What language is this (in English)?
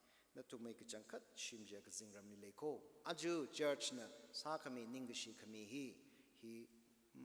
Tangkhul Naga (India)